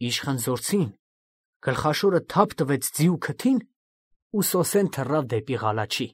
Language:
Armenian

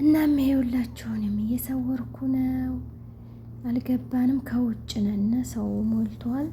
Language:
Amharic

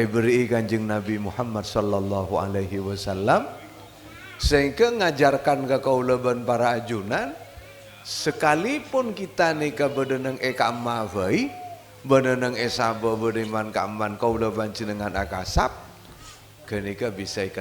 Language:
Madurese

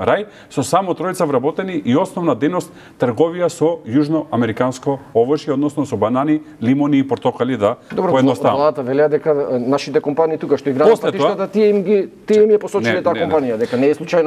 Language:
Macedonian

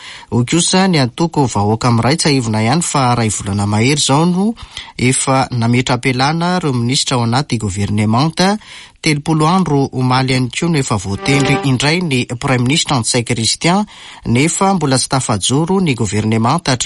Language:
Malagasy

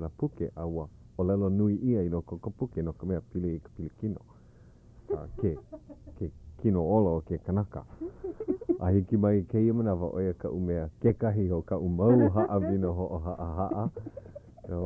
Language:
Hawaiian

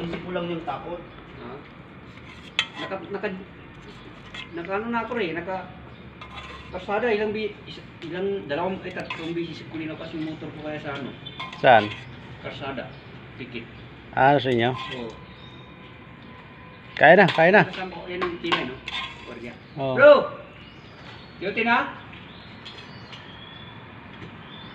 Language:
Filipino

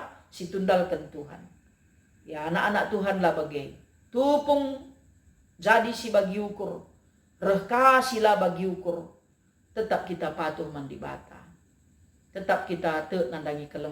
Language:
Batak Karo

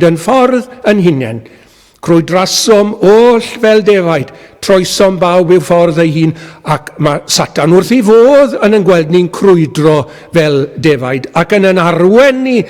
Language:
Welsh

